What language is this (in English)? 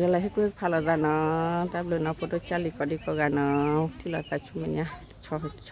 S'gaw Karen